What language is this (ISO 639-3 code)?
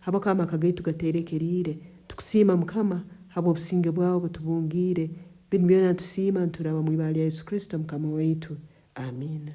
nyn